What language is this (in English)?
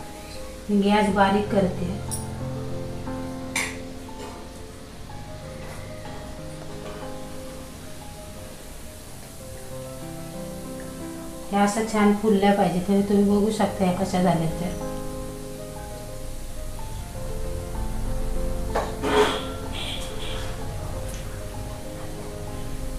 Marathi